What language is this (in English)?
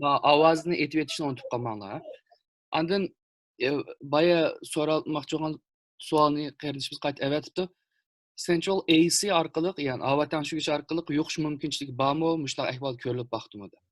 Uyghur